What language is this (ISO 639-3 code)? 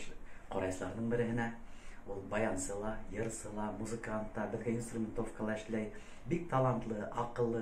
bak